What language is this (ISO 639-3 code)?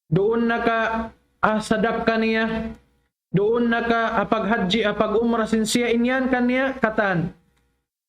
tsg